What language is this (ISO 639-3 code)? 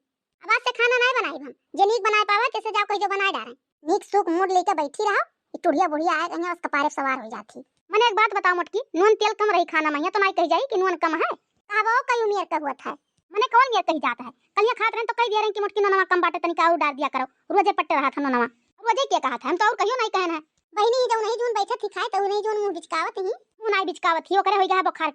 awa